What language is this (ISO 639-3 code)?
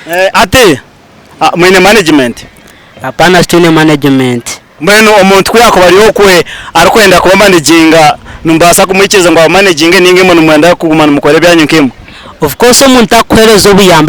nyn